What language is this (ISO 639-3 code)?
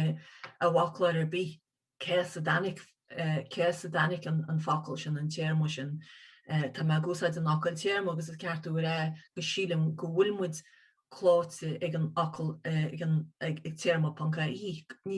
gle